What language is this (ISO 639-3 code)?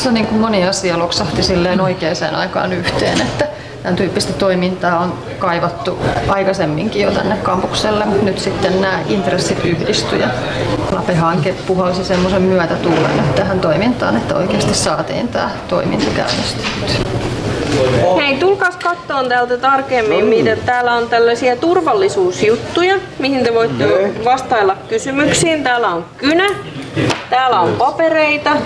fin